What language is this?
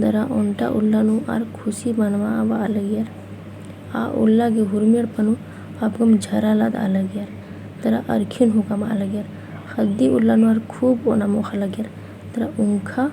Kurukh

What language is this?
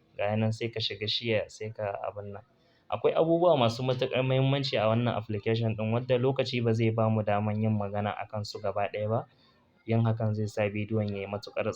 Hausa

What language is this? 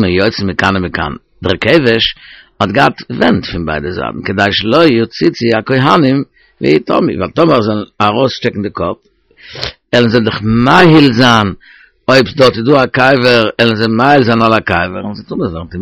Yiddish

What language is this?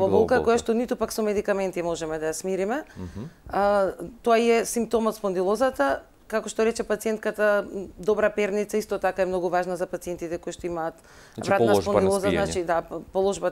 Macedonian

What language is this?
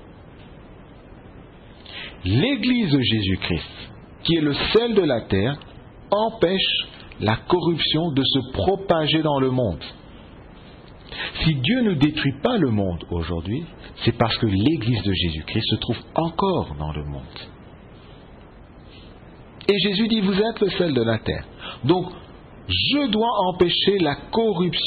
French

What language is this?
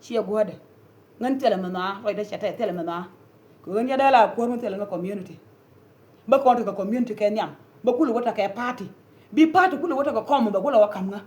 Nuer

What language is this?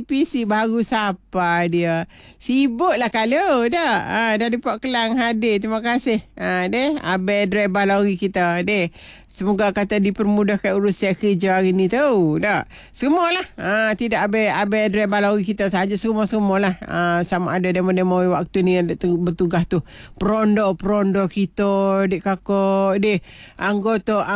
Malay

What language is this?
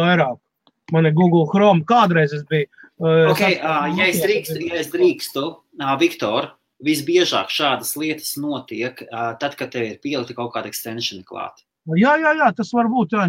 Latvian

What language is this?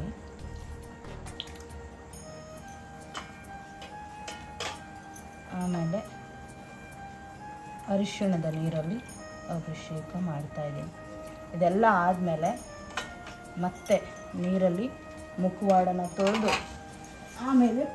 Kannada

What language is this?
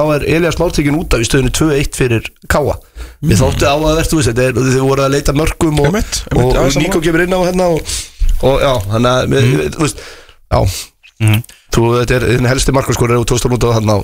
Icelandic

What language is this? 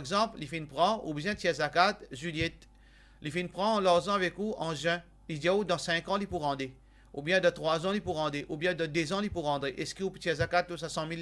Morisyen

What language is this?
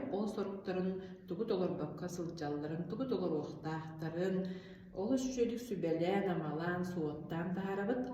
Yakut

